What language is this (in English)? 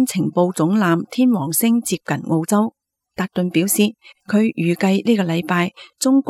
Cantonese